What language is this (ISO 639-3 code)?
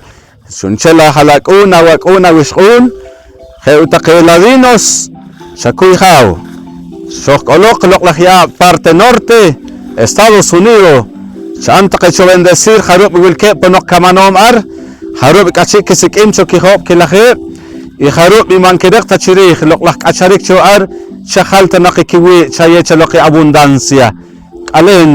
poh